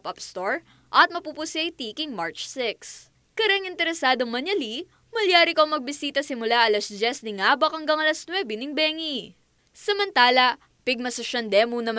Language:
Pampanga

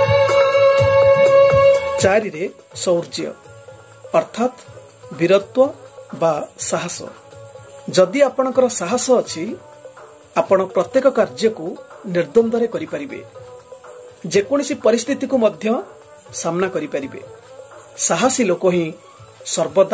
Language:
Odia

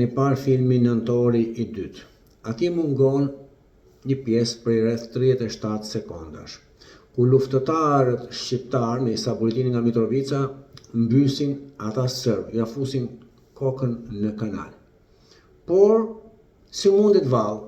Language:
Albanian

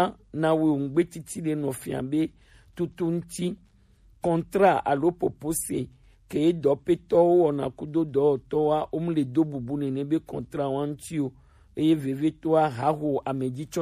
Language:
Gen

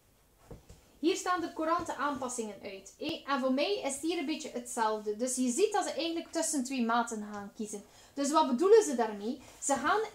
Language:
Dutch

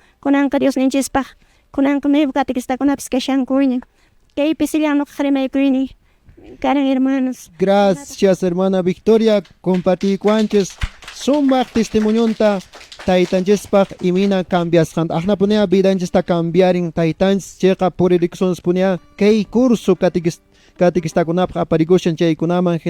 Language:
Quechua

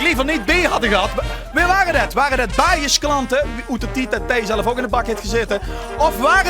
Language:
Limburgish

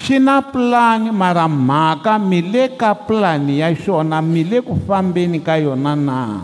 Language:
Tsonga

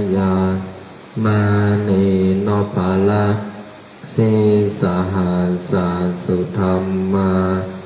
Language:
Pali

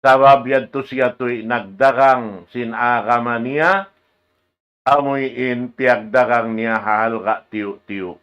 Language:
Tausug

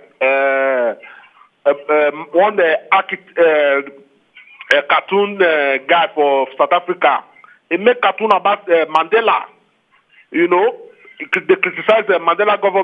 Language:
Nigerian Pidgin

